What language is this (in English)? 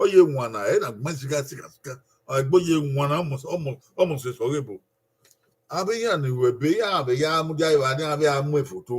Bini